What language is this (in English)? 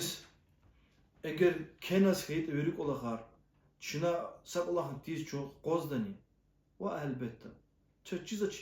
Lezghian